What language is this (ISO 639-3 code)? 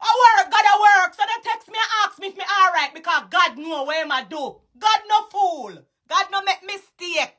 jam